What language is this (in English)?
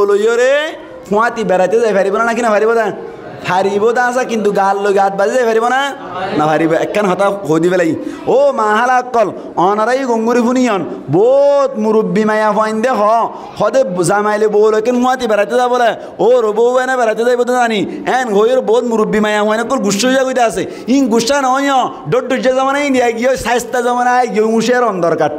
Rohingya